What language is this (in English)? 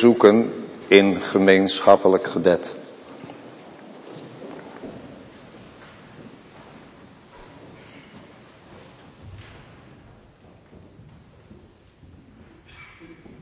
Dutch